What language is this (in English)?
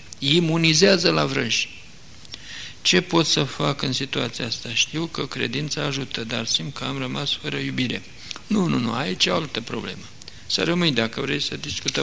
Romanian